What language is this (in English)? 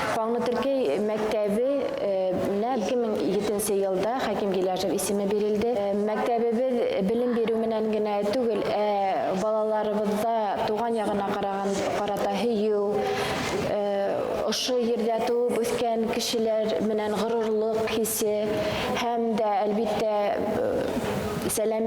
Bashkir